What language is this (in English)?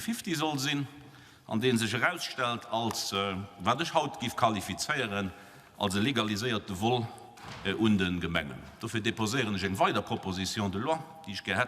Luxembourgish